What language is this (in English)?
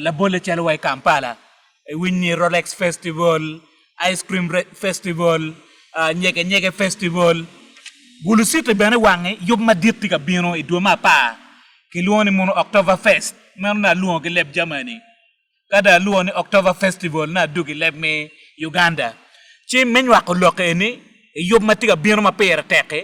Acoli